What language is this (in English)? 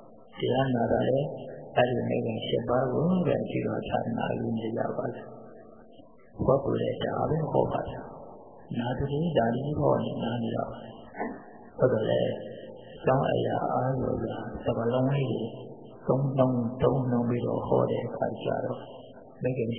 Burmese